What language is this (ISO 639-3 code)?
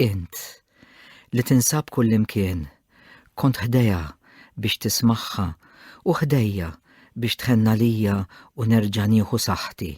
mlt